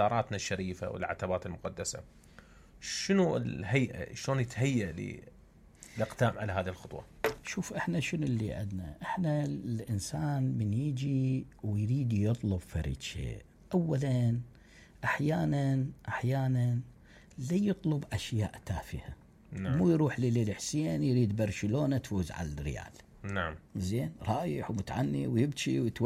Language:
Mesopotamian Arabic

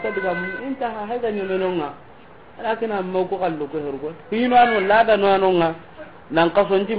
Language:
Soninke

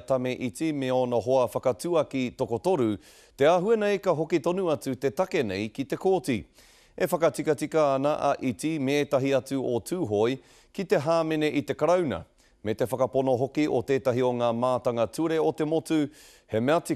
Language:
Māori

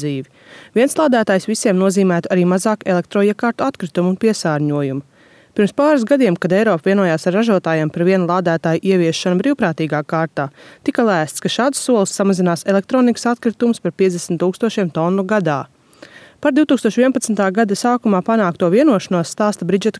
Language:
Latvian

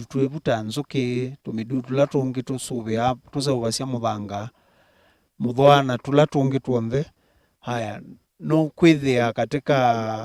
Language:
Kamba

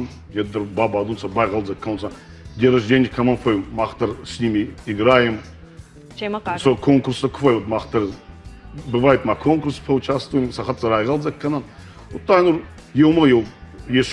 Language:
Ossetic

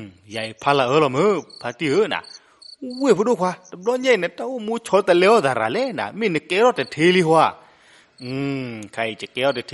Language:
S'gaw Karen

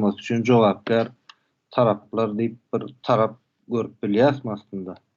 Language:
Turkmen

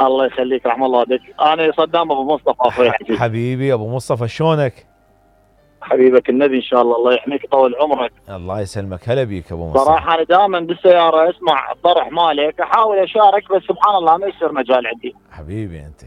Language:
Mesopotamian Arabic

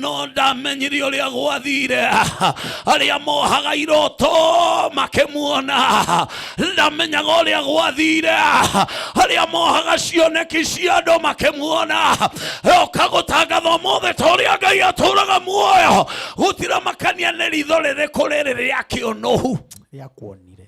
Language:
Kikuyu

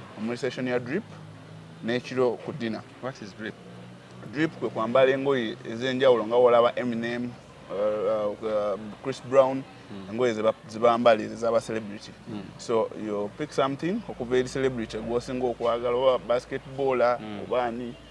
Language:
Ganda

